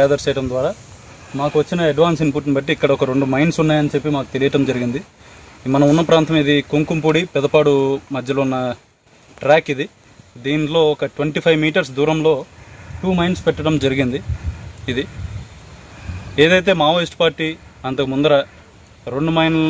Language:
Telugu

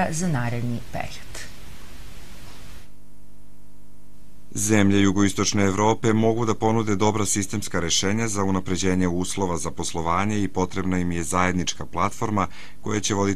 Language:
Serbian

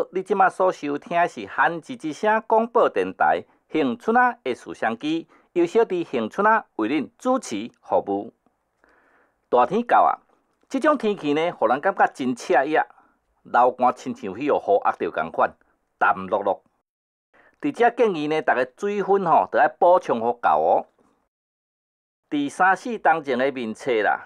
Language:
Min Nan Chinese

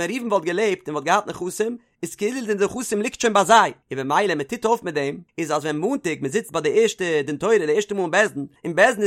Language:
Yiddish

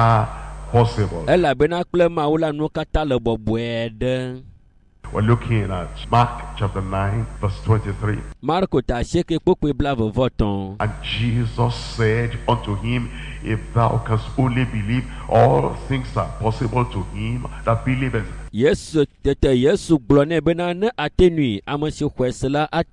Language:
Ewe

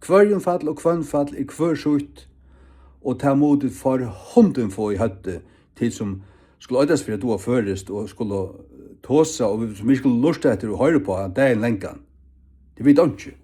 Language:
Faroese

